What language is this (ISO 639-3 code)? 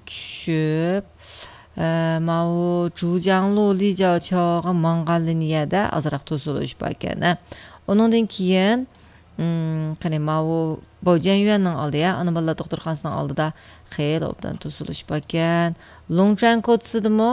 uig